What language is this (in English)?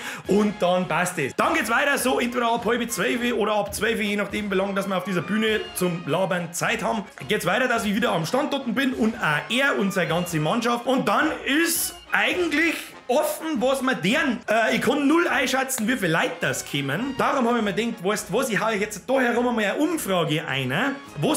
Bavarian